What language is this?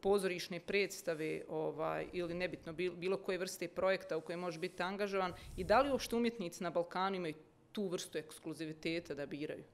Bosnian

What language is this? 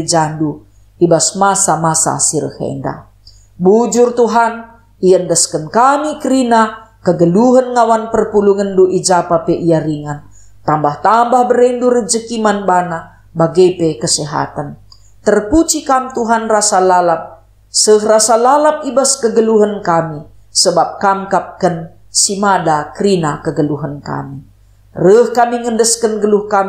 Batak Karo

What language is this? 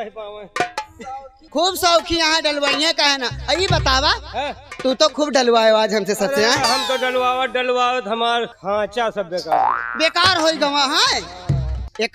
Bhojpuri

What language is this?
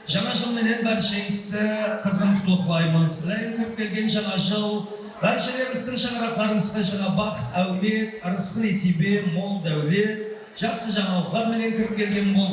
Kara-Kalpak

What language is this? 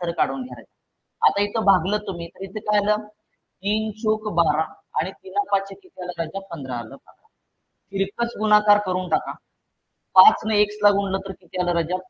Marathi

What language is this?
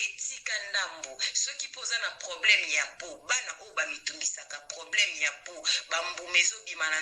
Lingala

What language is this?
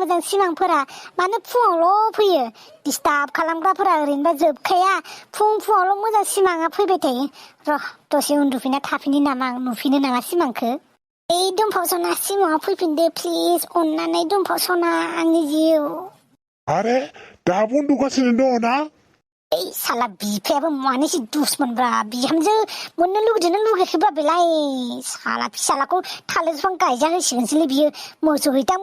Bodo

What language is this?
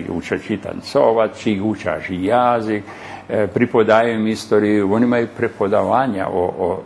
Rusyn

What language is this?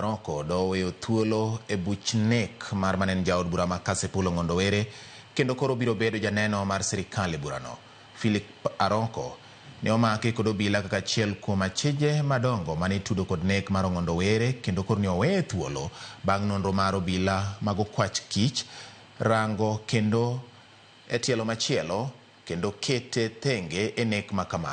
Luo (Kenya and Tanzania)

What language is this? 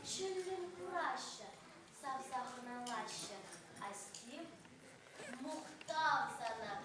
Chuvash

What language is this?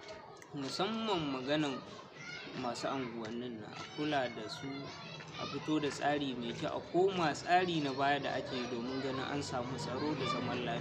Hausa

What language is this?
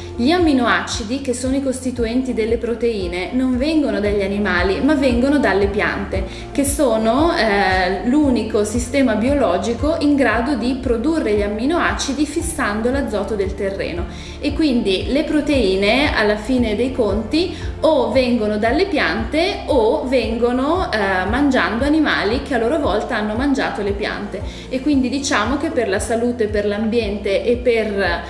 Italian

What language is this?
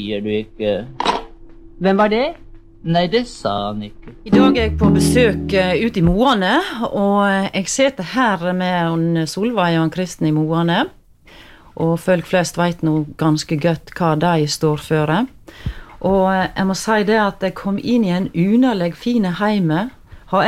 Norwegian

